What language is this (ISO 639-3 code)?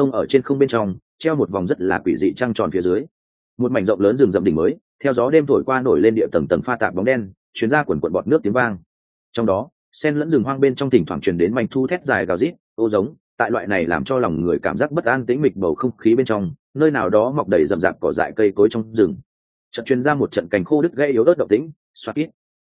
vie